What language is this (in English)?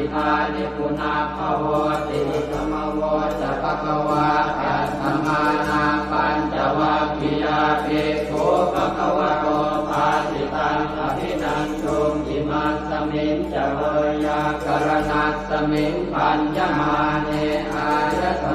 Pali